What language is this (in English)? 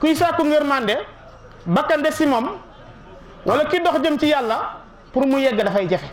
Wolof